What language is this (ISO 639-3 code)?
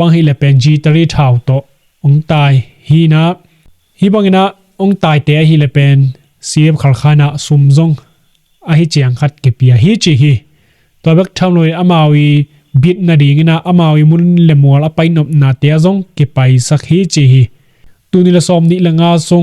ctd